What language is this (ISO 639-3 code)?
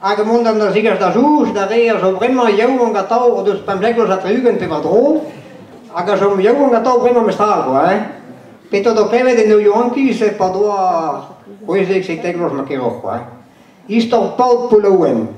bre